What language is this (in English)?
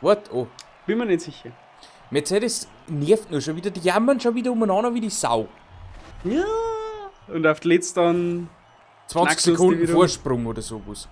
Bavarian